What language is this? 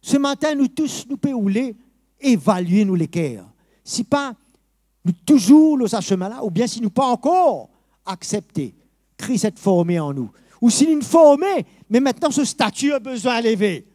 Morisyen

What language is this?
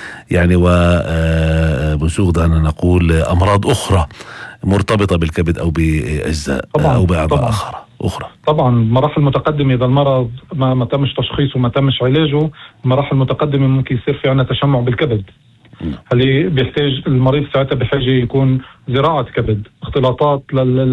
North Levantine Arabic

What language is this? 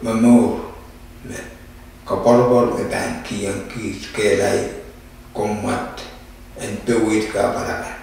Pohnpeian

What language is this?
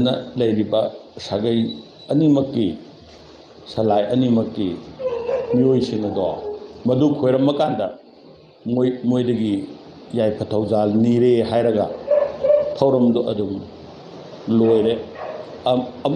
Manipuri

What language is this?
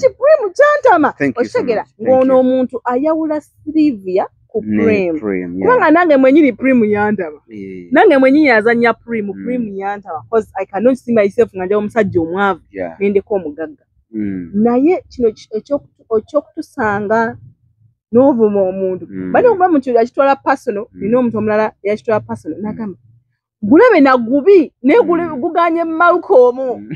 Ganda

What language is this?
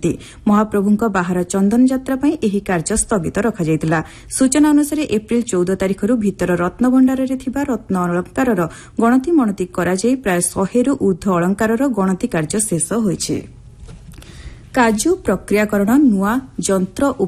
Odia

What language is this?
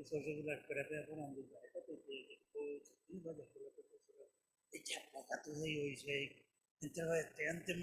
Guarani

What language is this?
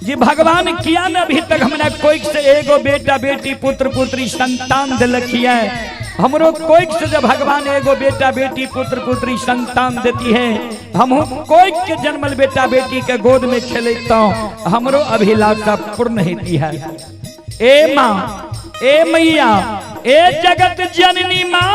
Maithili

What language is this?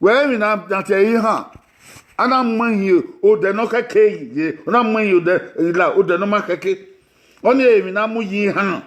Bini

